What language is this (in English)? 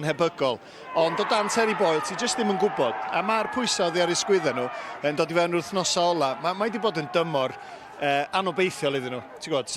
Welsh